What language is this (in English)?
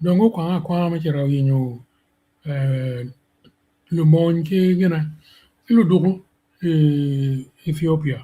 Acoli